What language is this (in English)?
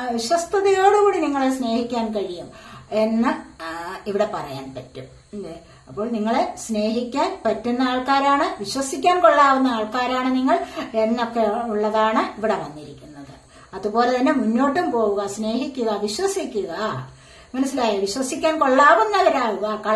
Malayalam